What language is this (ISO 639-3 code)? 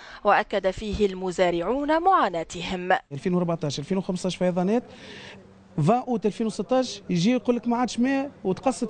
aeb